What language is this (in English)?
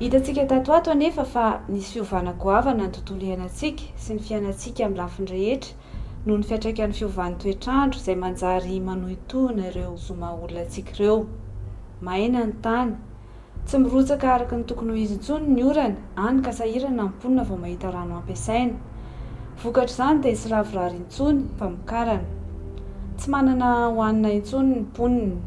Malagasy